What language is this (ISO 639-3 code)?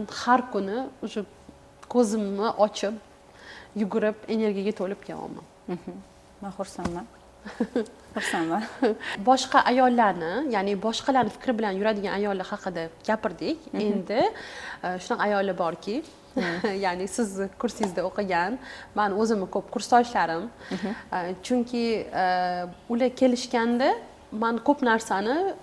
uzb